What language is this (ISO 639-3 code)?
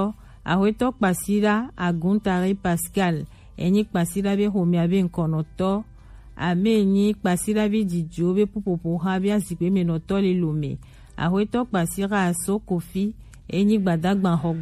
gej